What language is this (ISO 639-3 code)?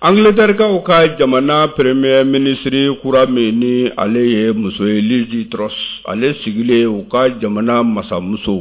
bam